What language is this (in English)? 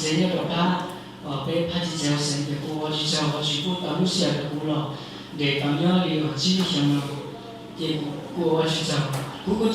Hmong